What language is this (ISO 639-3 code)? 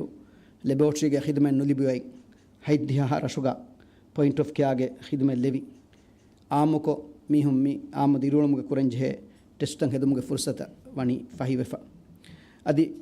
div